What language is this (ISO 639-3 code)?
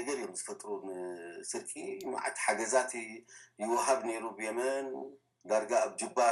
tir